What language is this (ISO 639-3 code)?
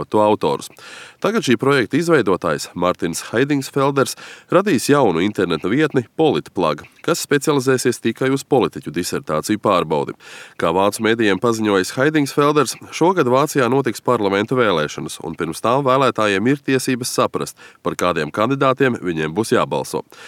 lav